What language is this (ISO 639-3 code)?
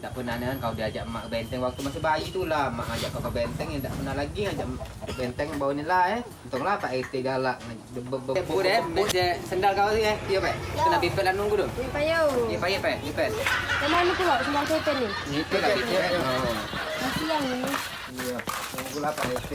mui